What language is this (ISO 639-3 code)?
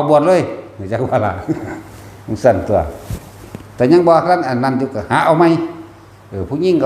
tts